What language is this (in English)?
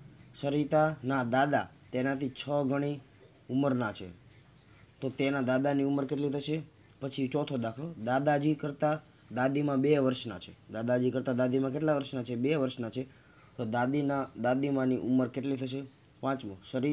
Gujarati